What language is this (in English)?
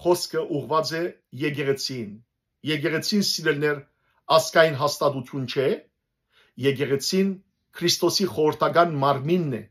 Western Armenian